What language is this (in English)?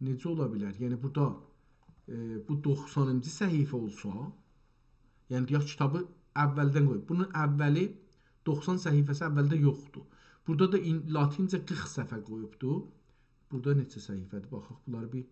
South Azerbaijani